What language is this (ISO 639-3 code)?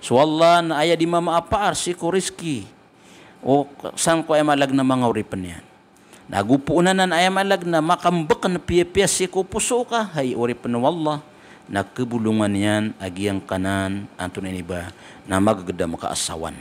mrw